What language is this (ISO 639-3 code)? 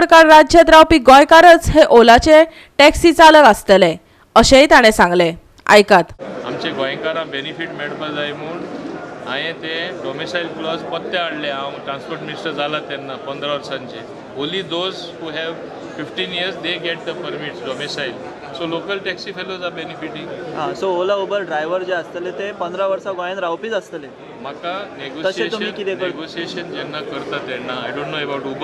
kok